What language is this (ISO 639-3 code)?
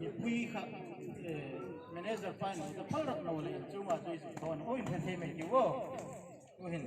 hmr